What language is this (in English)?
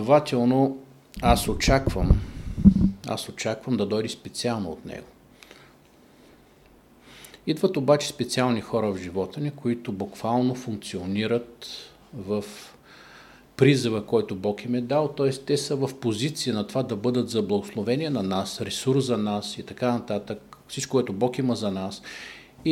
Bulgarian